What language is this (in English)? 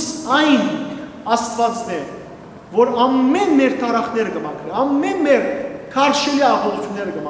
Western Armenian